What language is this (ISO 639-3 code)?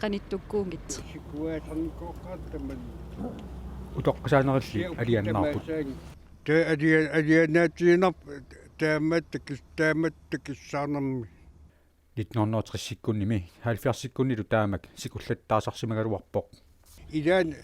kal